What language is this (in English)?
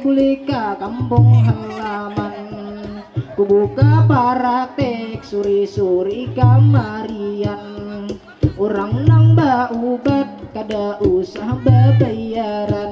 Banjar